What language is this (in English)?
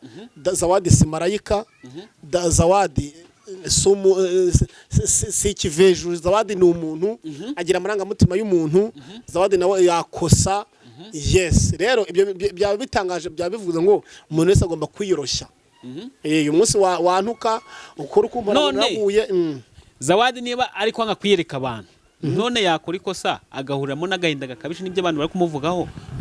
Kinyarwanda